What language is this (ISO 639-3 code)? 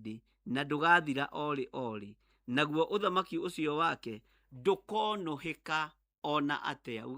kik